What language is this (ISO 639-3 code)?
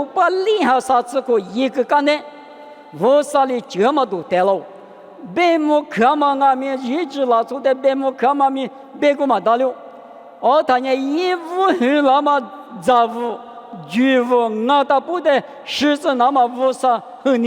lis